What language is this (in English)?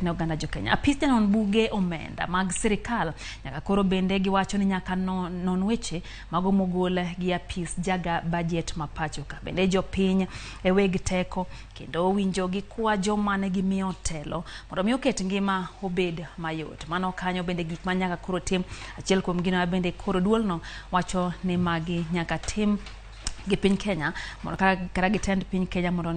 Luo (Kenya and Tanzania)